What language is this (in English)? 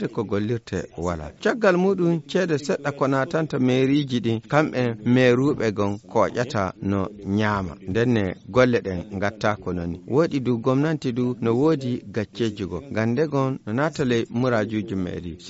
Fula